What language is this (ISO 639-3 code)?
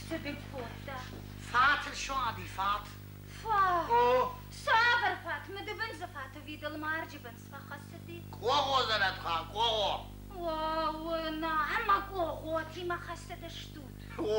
oss